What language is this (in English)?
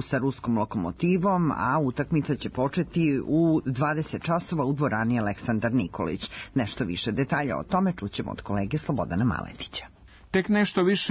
Serbian